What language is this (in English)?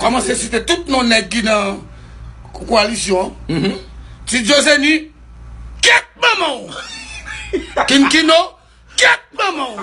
Haitian Creole